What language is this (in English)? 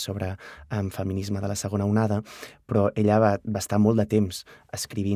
Catalan